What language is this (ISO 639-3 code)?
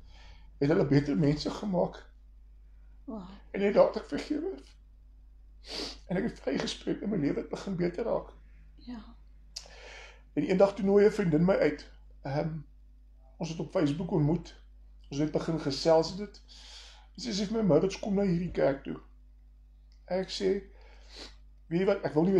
afr